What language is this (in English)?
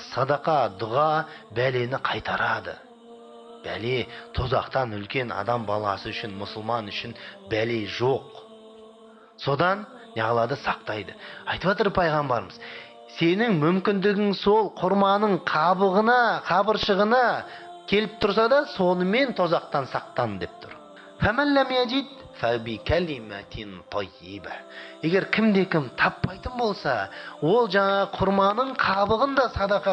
Kazakh